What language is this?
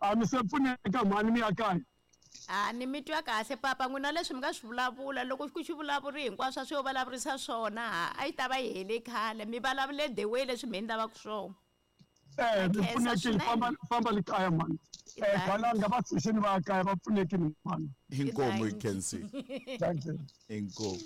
Tsonga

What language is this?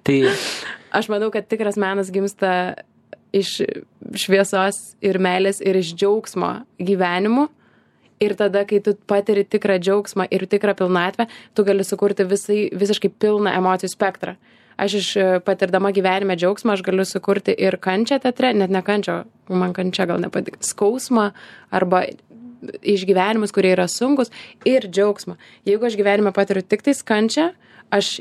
Lithuanian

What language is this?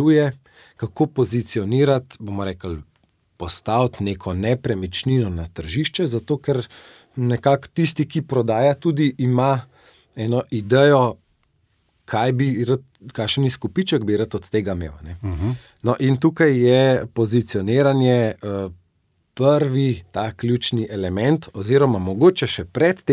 Slovenian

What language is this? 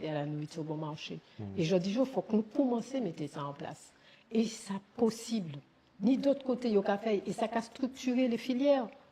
Guadeloupean Creole French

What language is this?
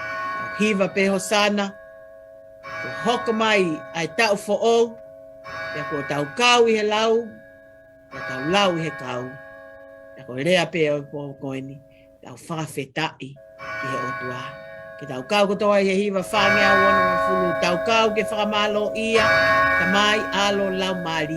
Tongan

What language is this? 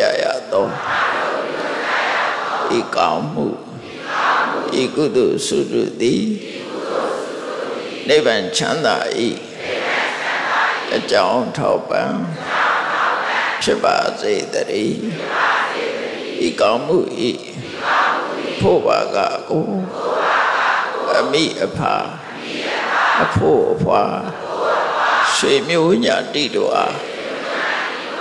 Burmese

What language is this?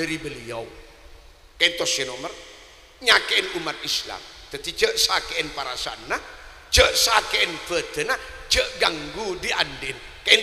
Madurese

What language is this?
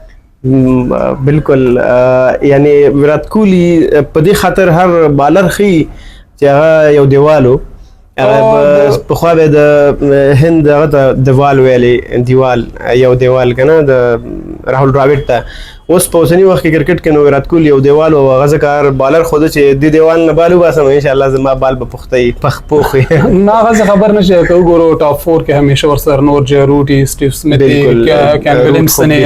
Pashto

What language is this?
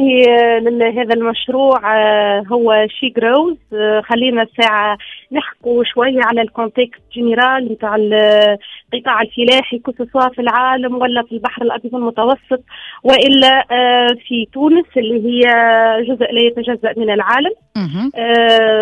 Tunisian Arabic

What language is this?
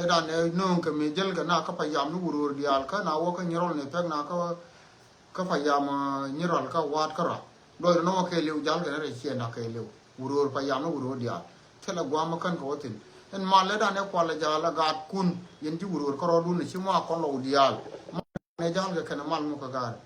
Nuer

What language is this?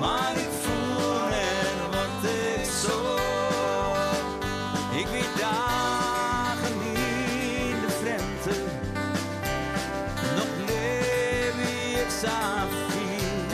Western Frisian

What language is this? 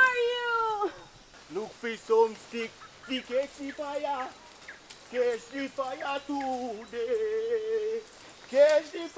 Jamaican Creole English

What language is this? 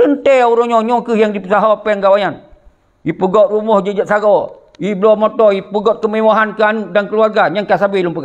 Achinese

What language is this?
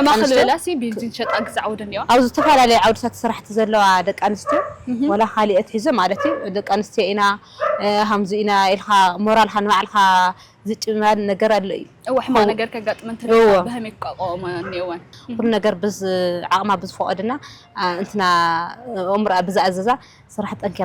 Tigrinya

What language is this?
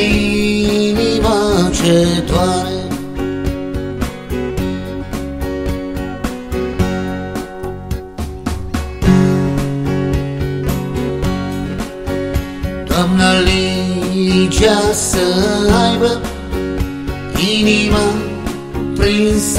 Romanian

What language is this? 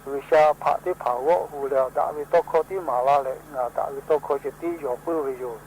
Lahu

